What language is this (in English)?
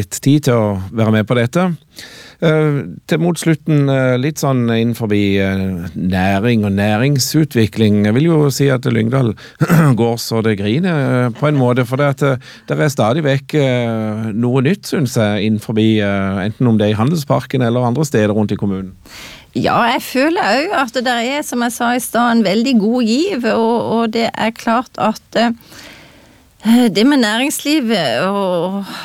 Norwegian